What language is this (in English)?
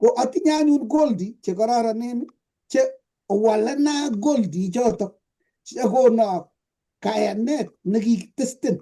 Kalenjin